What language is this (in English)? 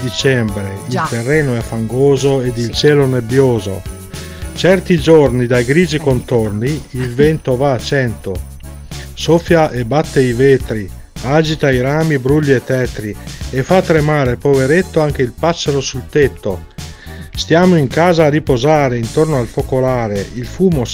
Italian